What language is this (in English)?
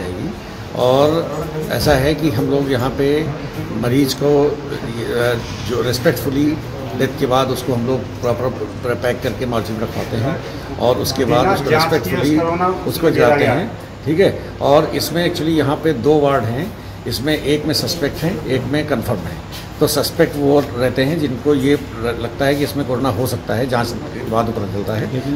Hindi